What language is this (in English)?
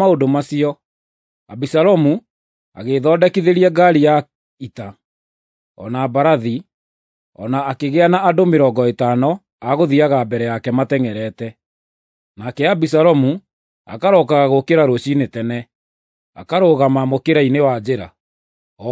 Kikuyu